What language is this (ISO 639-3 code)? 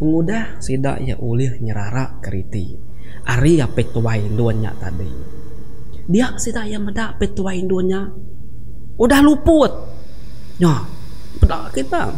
iba